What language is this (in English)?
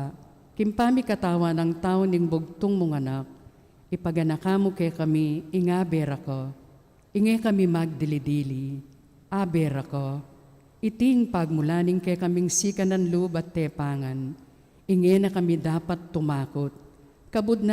Pampanga